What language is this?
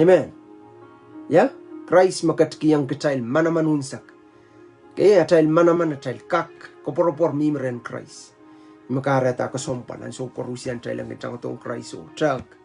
Pohnpeian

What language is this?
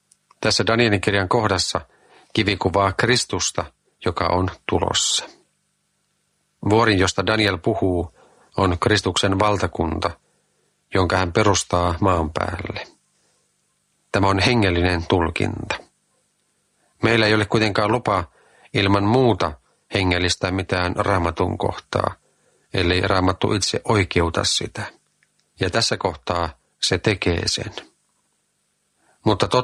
Finnish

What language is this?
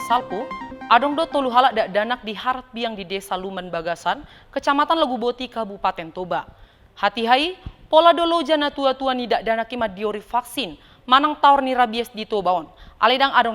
Batak Toba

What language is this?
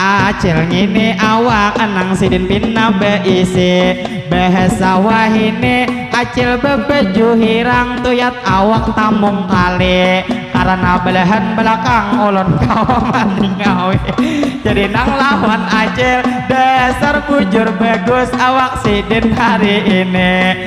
Banjar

